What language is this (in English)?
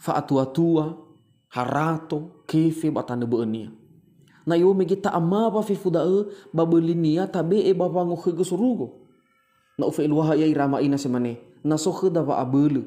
Nias